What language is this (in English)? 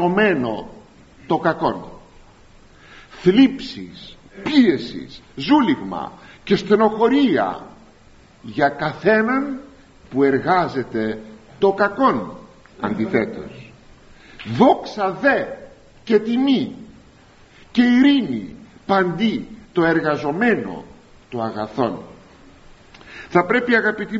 Greek